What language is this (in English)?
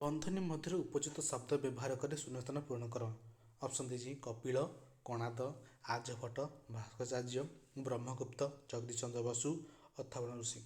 Odia